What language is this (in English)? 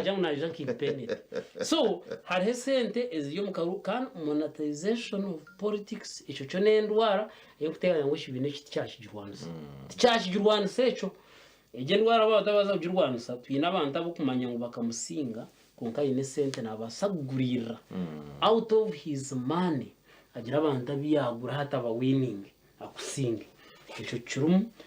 Nyankole